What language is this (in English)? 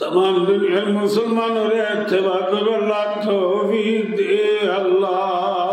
Rohingya